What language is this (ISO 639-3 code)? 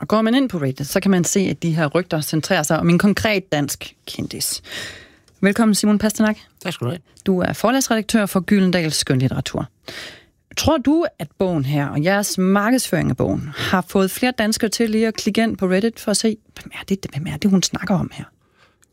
dan